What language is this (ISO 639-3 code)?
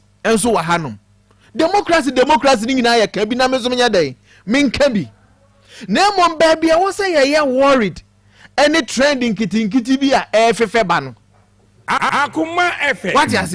aka